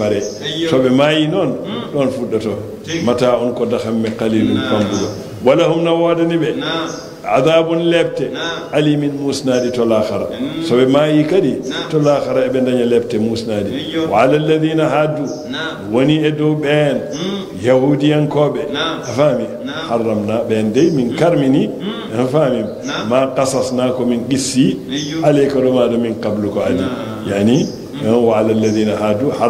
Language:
Fula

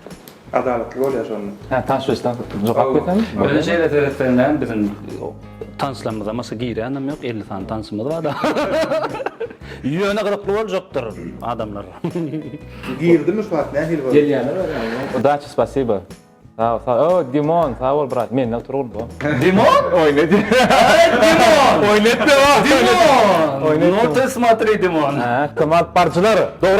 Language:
Turkmen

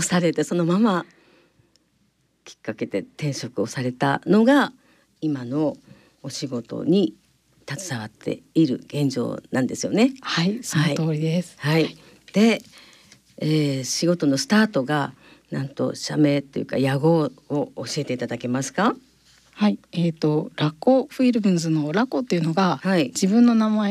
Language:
Japanese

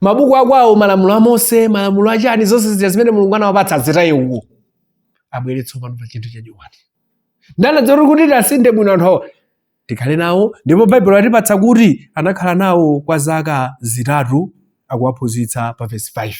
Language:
Nyanja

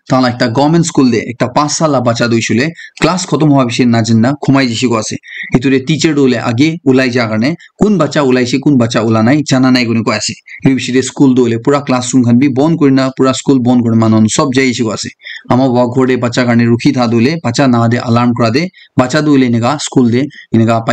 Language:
Naga Pidgin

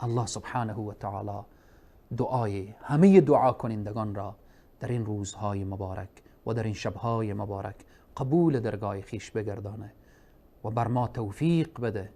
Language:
Persian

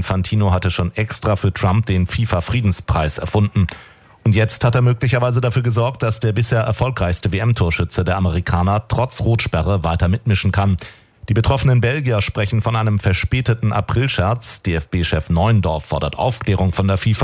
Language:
German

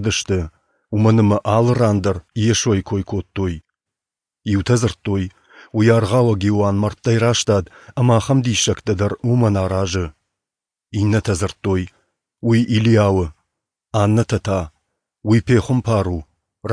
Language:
Ossetic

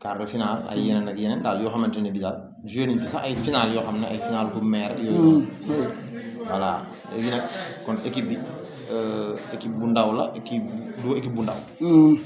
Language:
Wolof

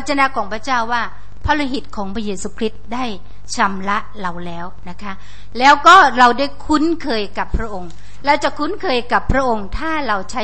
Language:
Thai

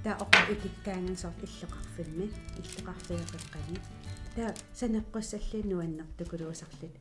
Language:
Kalaallisut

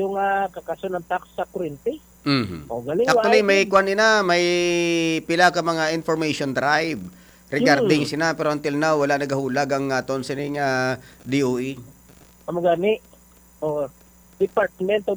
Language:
Hiligaynon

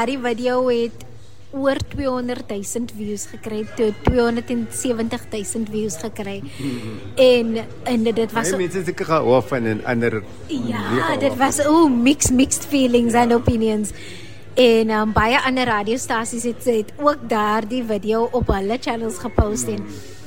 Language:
Afrikaans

